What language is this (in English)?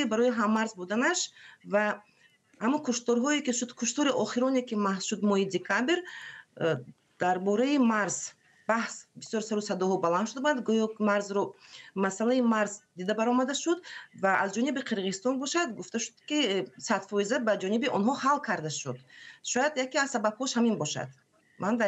Tajik